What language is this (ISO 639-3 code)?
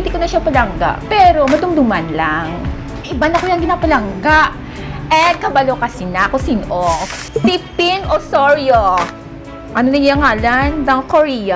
hil